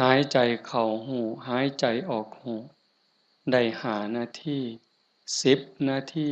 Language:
Lao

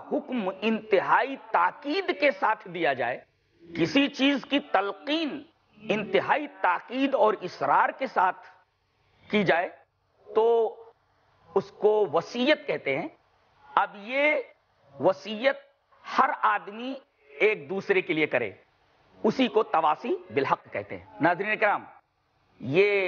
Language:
Urdu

